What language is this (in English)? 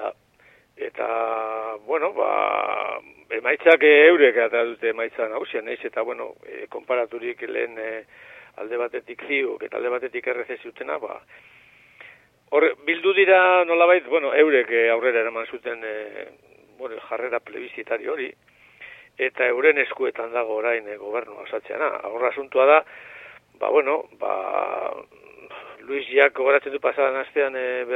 Basque